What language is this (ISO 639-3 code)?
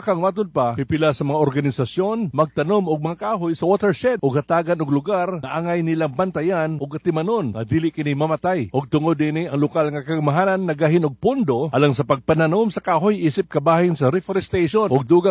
ceb